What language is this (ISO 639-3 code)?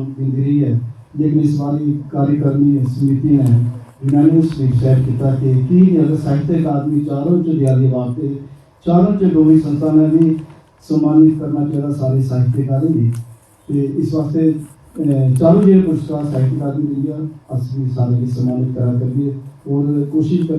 doi